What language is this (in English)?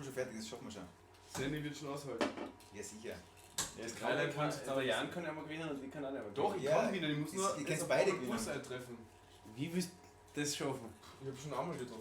Bavarian